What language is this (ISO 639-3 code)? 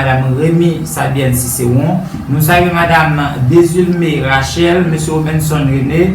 hat